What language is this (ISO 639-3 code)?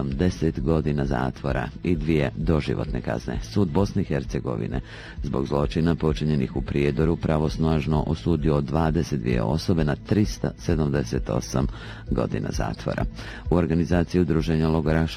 bos